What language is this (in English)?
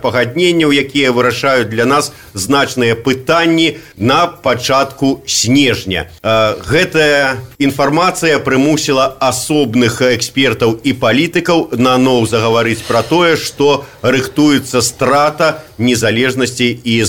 Belarusian